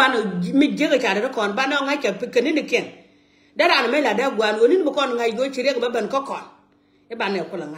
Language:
Nuer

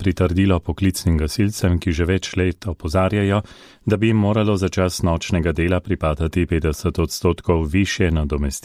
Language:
Slovenian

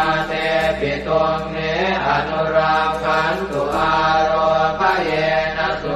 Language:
Pali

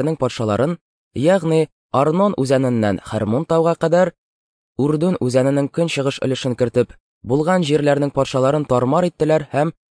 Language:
Tatar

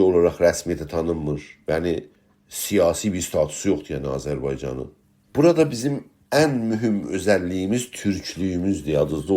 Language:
South Azerbaijani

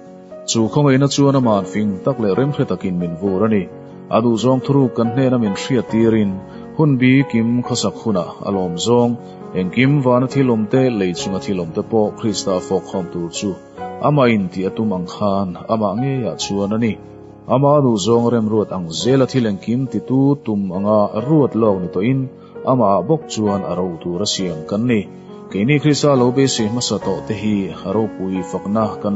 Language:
Mizo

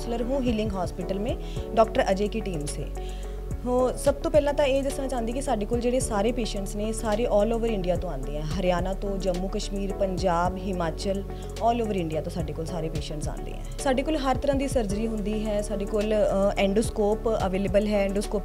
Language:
Punjabi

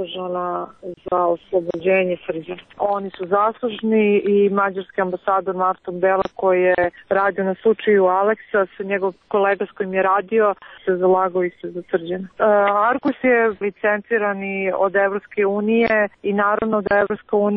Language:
Serbian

